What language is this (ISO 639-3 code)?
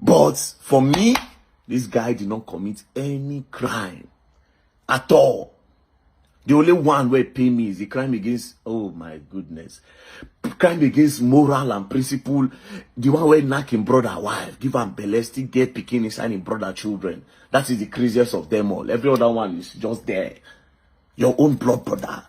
pcm